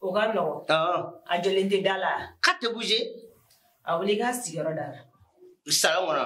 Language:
Bambara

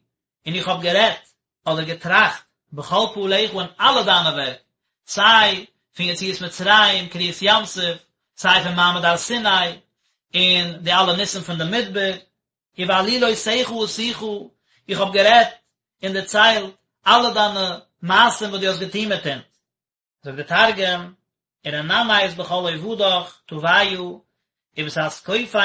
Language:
Yiddish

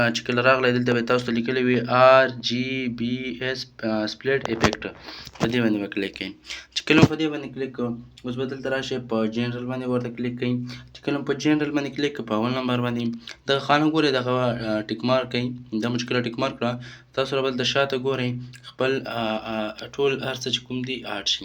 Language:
Pashto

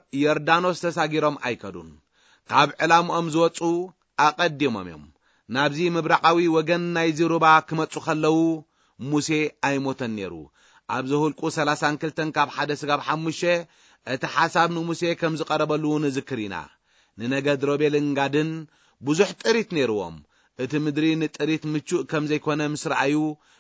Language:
Tigrinya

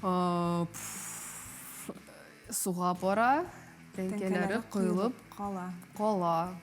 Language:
Tatar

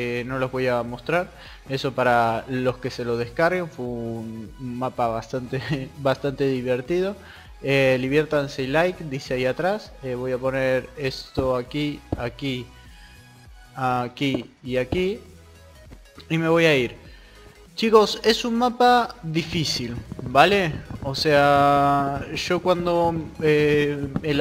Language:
Spanish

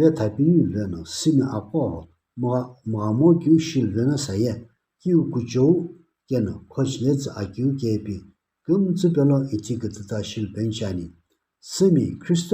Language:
Sumi Naga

